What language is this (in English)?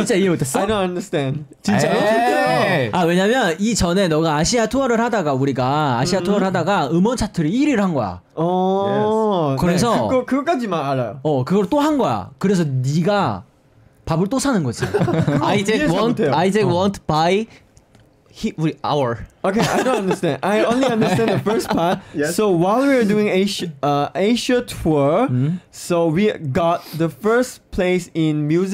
Korean